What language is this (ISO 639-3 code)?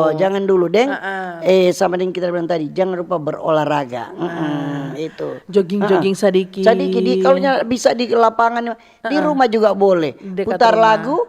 xmm